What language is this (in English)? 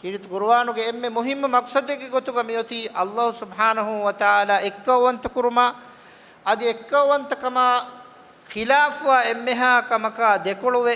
Divehi